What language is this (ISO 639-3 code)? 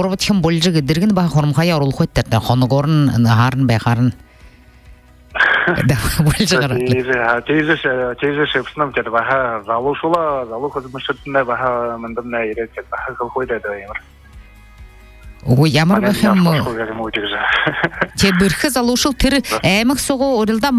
bua